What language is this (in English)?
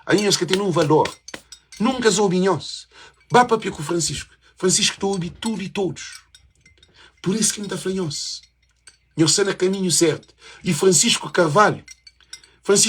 Kabuverdianu